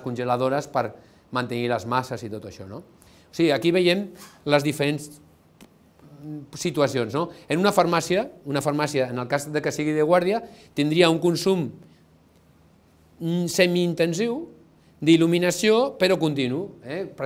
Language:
Catalan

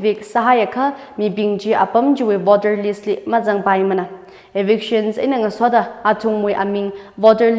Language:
Tangkhul Naga (India)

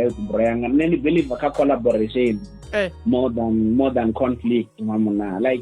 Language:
Venda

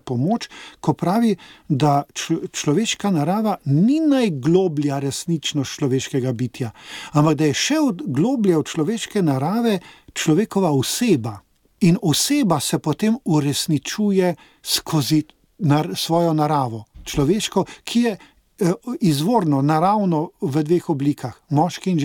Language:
Slovenian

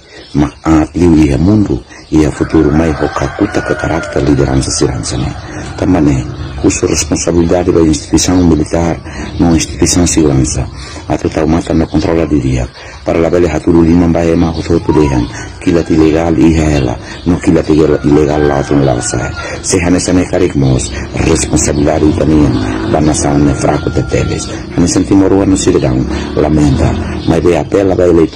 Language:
Tetum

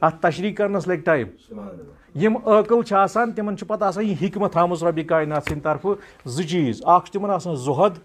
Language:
Kashmiri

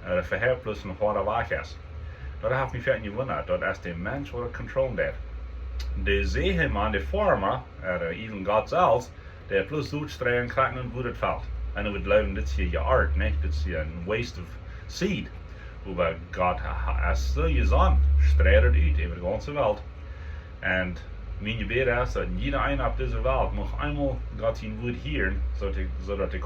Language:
Plautdietsch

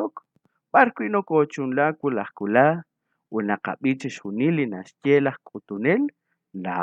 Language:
Kekchí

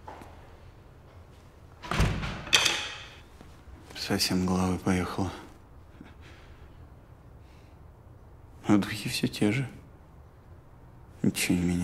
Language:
Russian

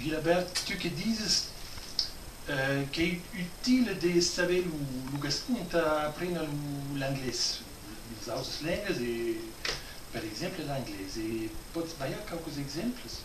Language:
Occitan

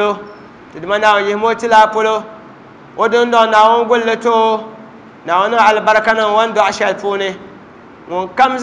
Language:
Dagbani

